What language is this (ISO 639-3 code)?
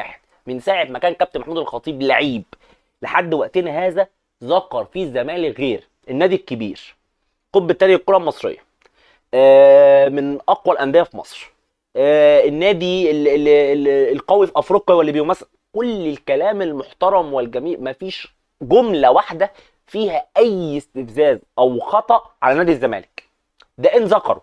arz